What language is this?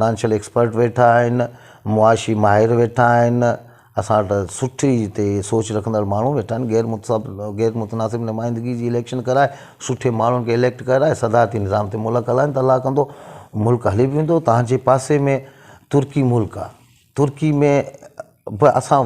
Sindhi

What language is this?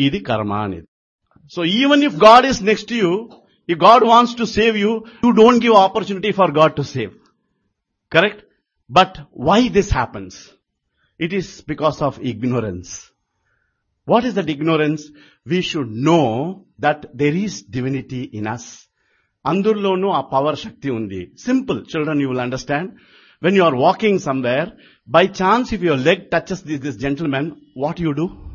Telugu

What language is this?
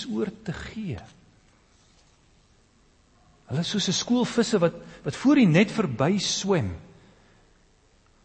Afrikaans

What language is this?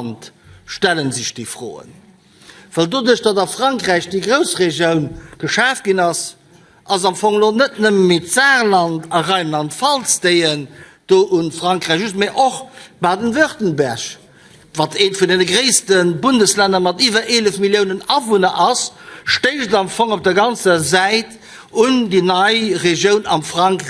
Luxembourgish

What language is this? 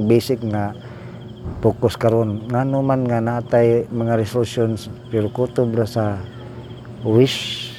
Cebuano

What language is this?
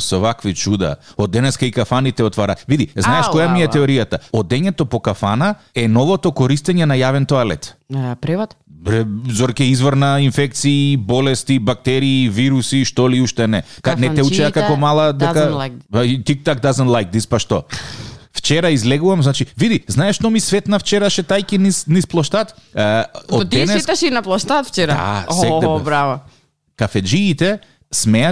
Macedonian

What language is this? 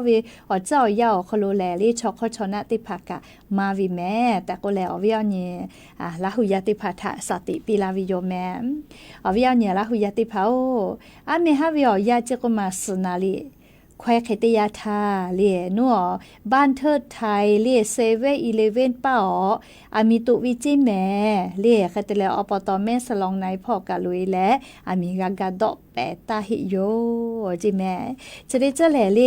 Lahu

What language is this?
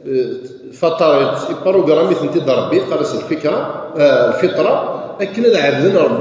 Kabyle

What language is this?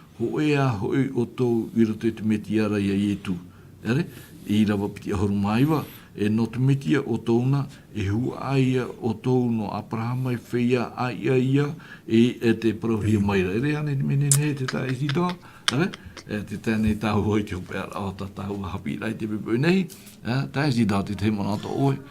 Tahitian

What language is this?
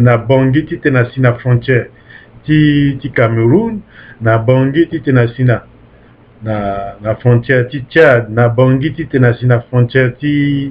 Sango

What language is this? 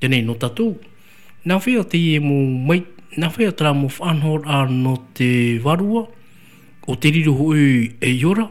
Tahitian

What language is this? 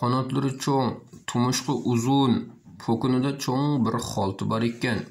Uyghur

